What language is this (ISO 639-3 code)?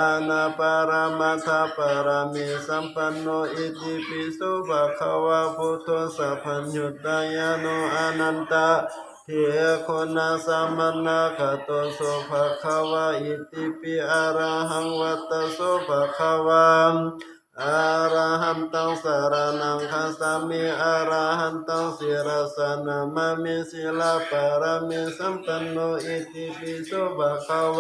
pli